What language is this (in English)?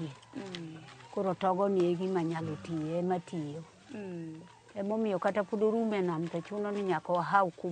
Luo (Kenya and Tanzania)